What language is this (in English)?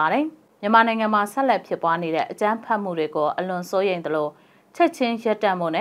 Burmese